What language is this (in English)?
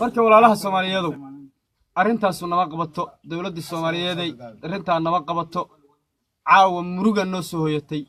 Somali